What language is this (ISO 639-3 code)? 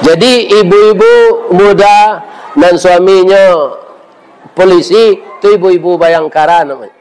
min